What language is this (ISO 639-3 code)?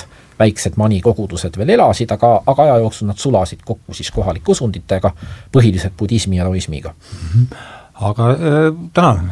est